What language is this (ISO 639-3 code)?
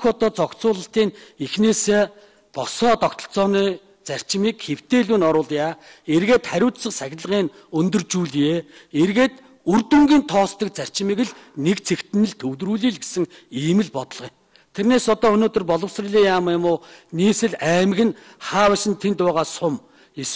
mon